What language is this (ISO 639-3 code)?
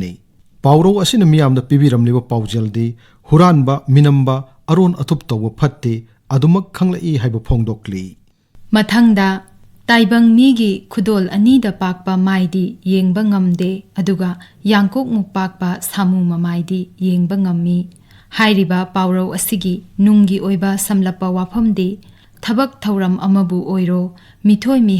mni